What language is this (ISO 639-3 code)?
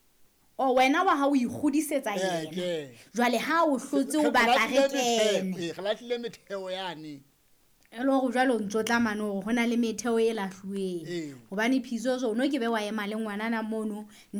sot